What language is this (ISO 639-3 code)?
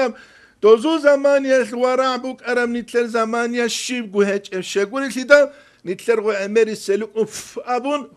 ava